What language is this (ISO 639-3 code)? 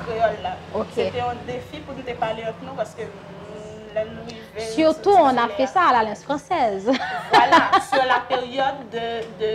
hat